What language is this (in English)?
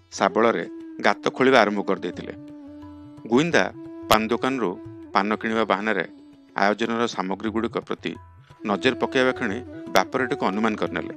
Odia